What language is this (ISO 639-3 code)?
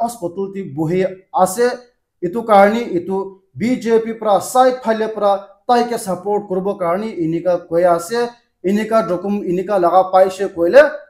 nag